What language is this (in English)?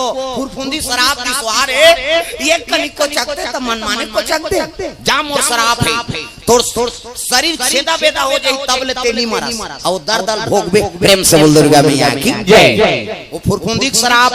Chhattisgarhi